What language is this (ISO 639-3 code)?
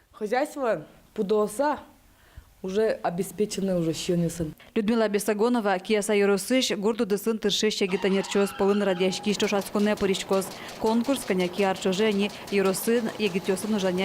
udm